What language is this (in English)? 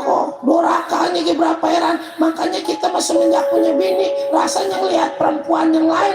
Betawi